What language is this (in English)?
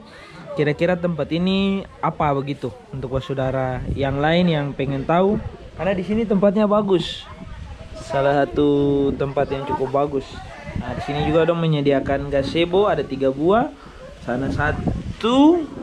Ambonese Malay